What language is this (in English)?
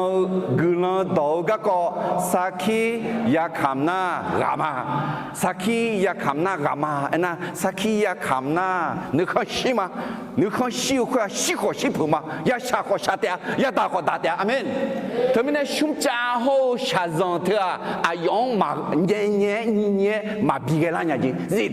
Akha